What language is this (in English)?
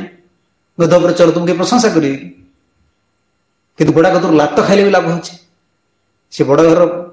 Odia